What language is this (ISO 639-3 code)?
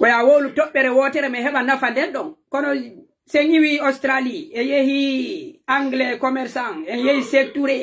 fuf